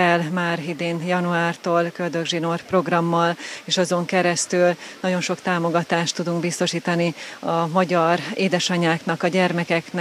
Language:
Hungarian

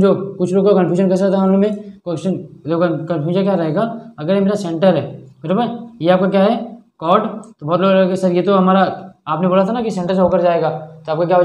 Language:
Hindi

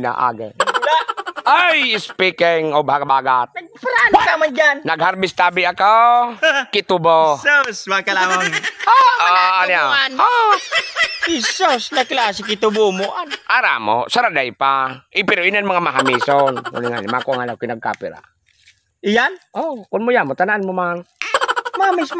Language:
Bikol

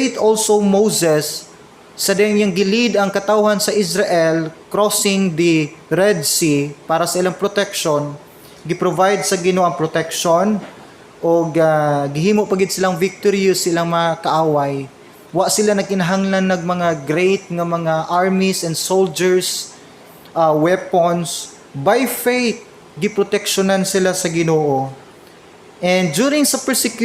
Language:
Cebuano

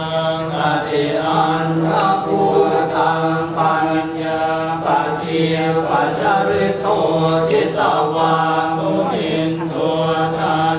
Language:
Pali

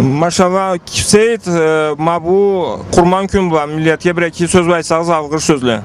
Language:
Karachay-Balkar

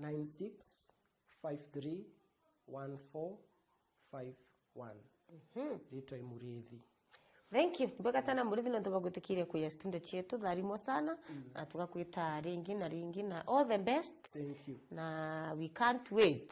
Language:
Meru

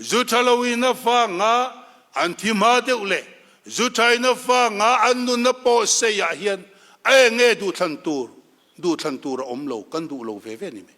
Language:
Mizo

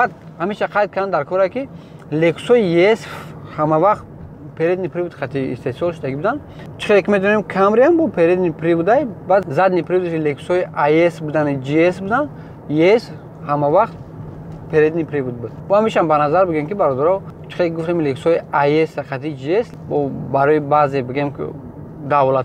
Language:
Tajik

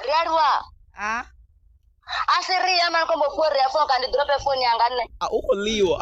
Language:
Venda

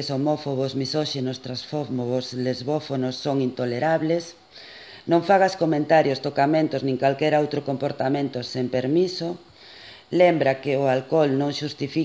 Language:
Galician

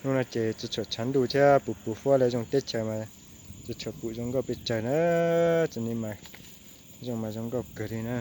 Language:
Hmong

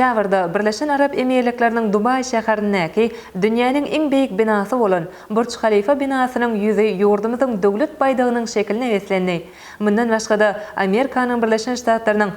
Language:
Turkmen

